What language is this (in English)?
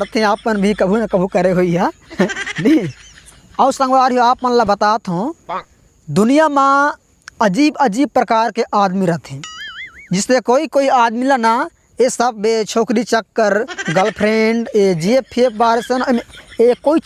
Chhattisgarhi